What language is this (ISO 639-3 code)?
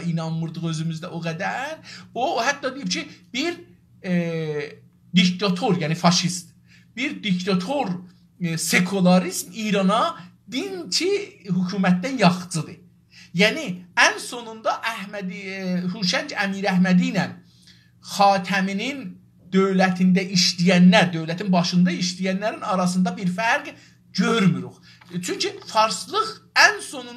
azb